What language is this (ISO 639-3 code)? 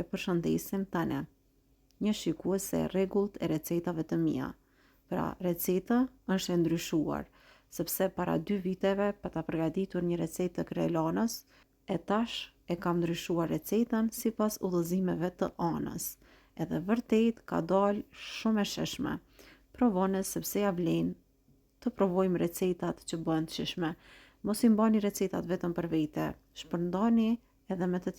sqi